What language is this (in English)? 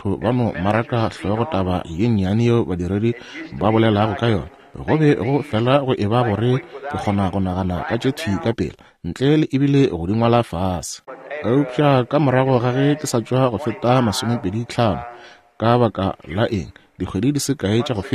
Northern Sotho